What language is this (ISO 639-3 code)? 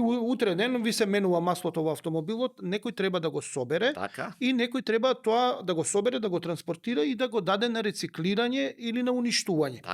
mkd